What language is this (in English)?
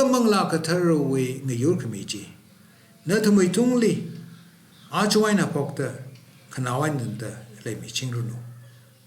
Tangkhul Naga (India)